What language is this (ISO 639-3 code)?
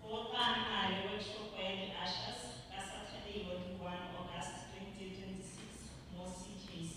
tsn